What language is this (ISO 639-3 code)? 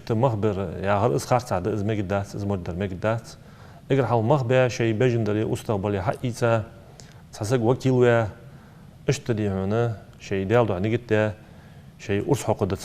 inh